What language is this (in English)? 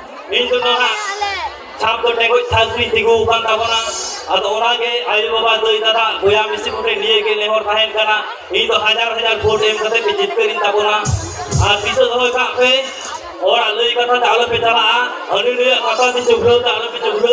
Santali